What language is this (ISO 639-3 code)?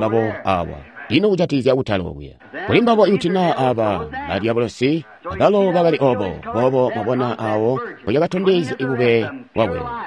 toi